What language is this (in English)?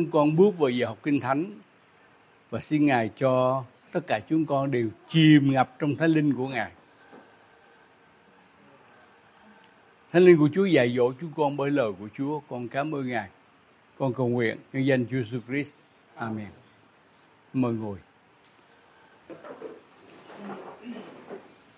Vietnamese